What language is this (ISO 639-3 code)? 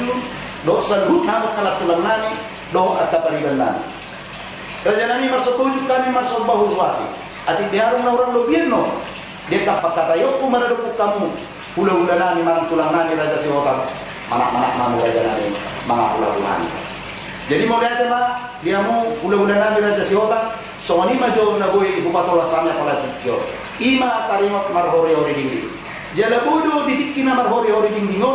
bbc